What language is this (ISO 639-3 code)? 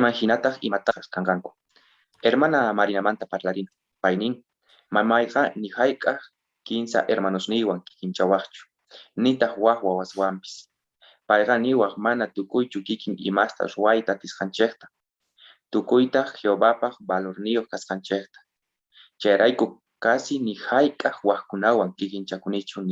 quh